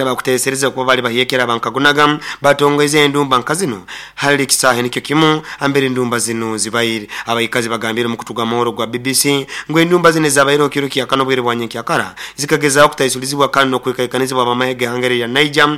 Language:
Nyoro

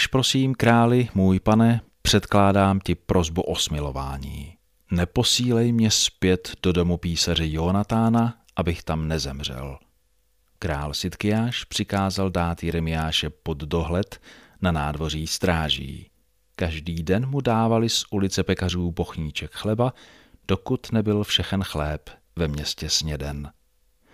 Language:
Czech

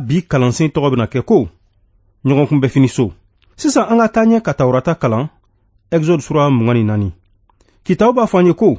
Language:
Bambara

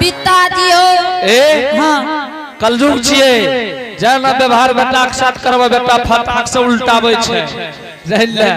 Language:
Angika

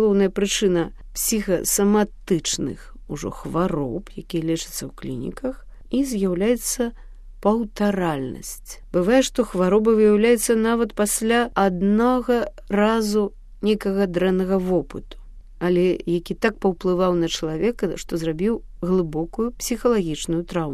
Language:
Belarusian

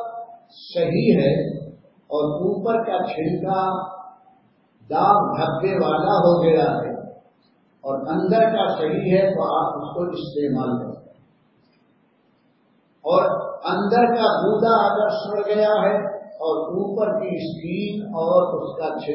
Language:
Urdu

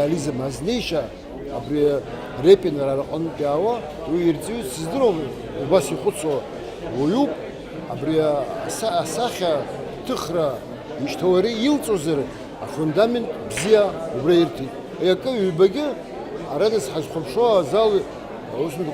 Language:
Abkhazian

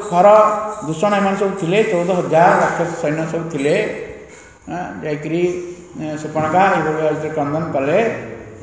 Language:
Odia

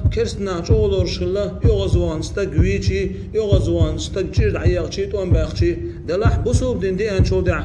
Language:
Chechen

